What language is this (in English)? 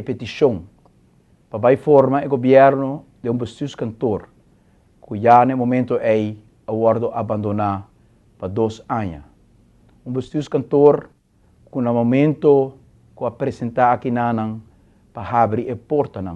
Papiamento